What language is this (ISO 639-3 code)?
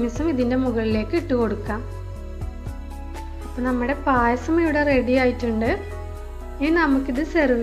mal